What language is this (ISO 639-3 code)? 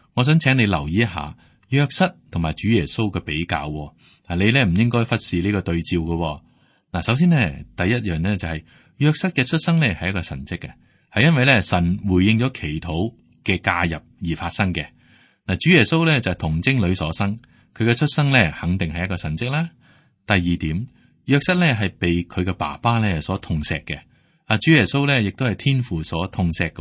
yue